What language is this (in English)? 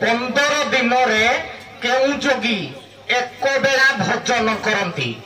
Odia